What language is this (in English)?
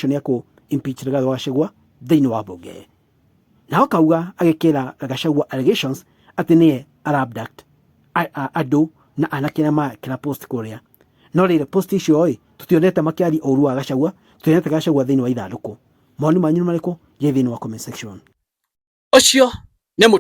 Kikuyu